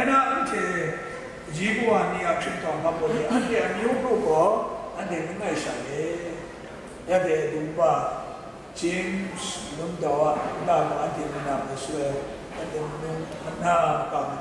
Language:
Kachin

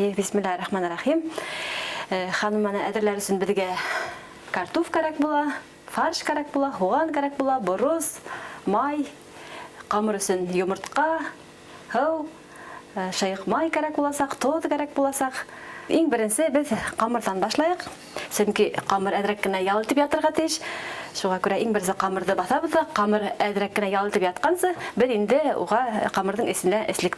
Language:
Bashkir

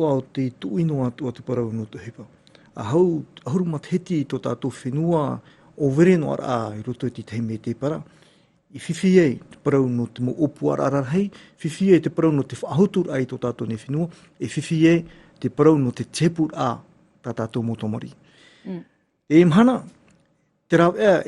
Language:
Tahitian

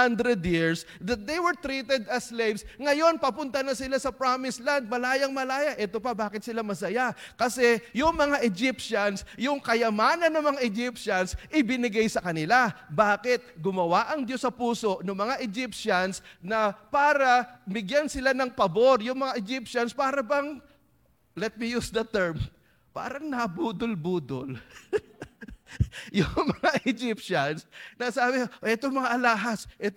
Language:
Filipino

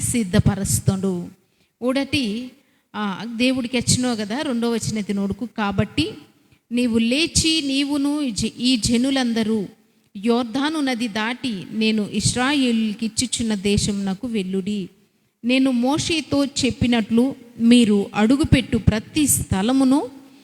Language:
Koya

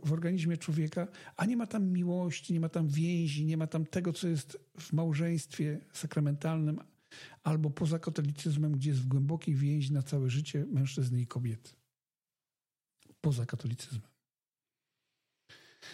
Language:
Polish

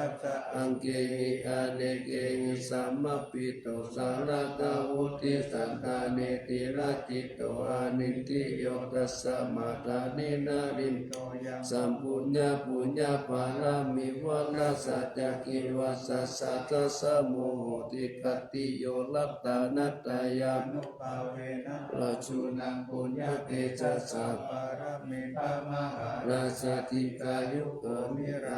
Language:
Pali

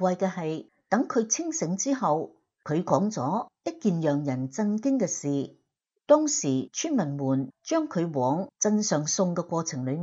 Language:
Cantonese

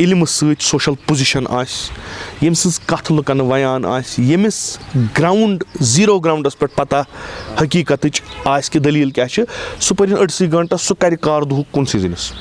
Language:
Kashmiri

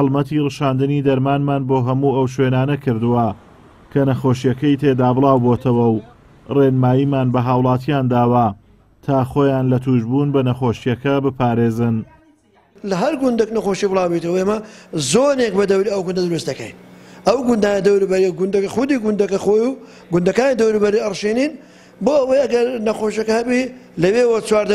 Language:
Central Kurdish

